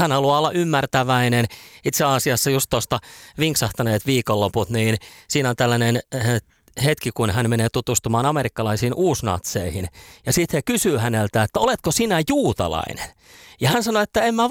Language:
Finnish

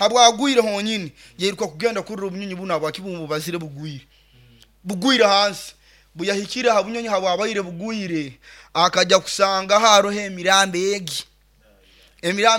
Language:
Nyoro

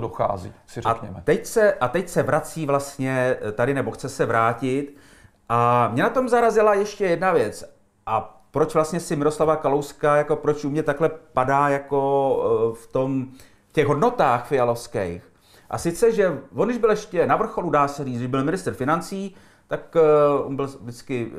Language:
Czech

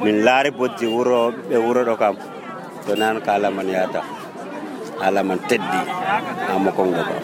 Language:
Nigerian Fulfulde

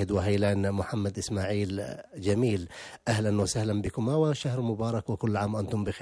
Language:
Arabic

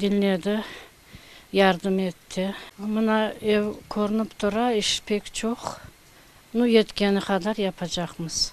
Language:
Crimean Tatar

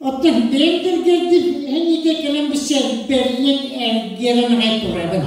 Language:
Yakut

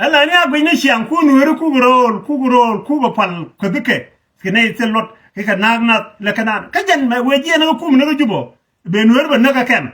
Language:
Nuer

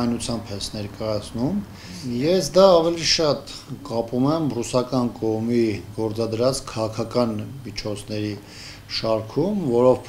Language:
Armenian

